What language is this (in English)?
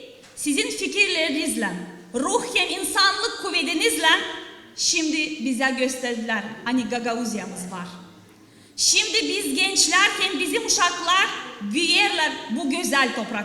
Gagauz